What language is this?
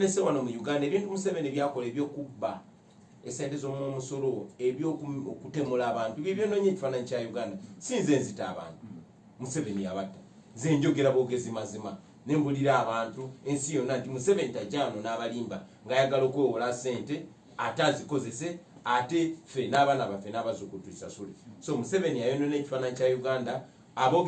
Ganda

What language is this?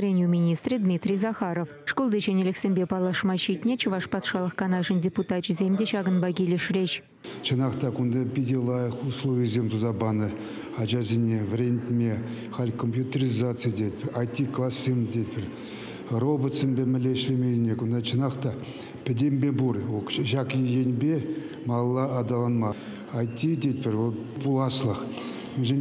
Chuvash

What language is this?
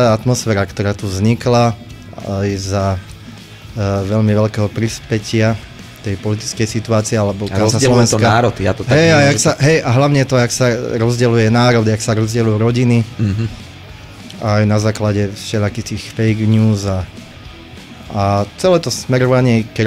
Slovak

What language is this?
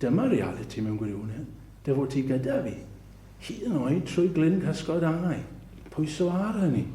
Welsh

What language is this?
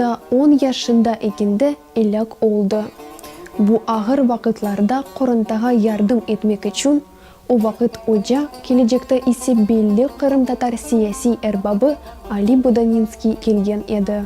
Crimean Tatar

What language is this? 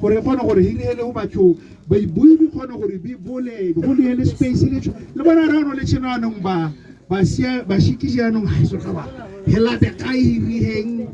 Tswana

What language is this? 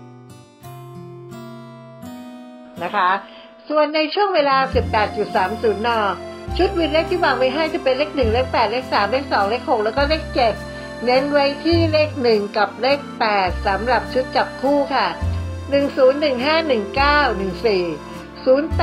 Thai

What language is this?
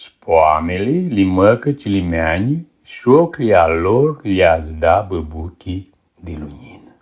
Aromanian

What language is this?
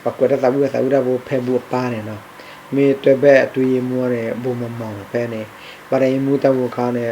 S'gaw Karen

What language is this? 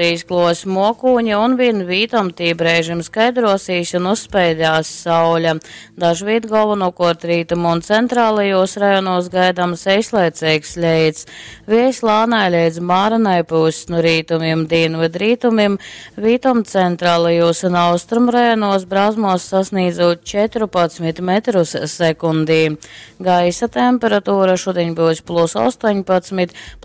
Latgalian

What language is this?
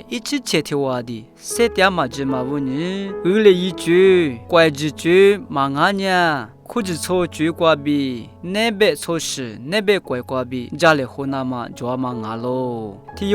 Lisu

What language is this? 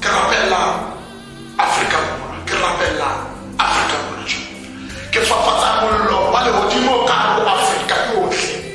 Tswana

